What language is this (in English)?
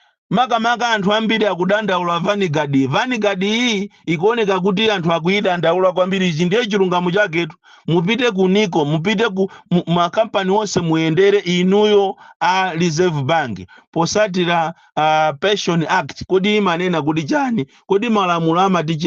Nyanja